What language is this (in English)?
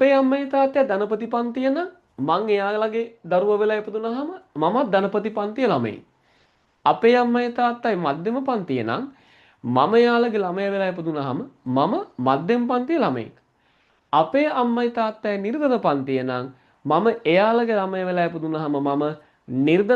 Sinhala